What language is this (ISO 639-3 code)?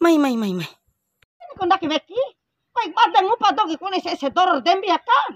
bhp